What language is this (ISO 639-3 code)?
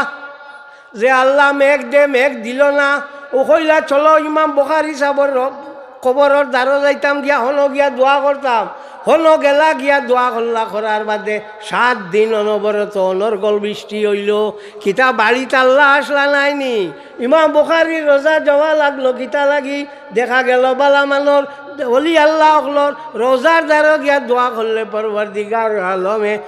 syl